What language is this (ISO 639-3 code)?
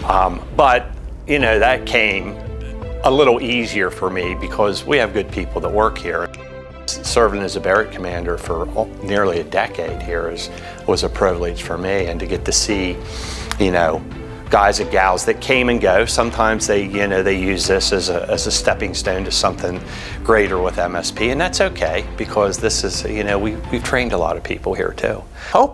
eng